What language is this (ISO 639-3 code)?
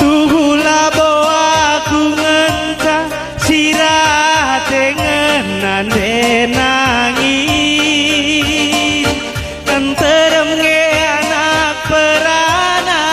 btx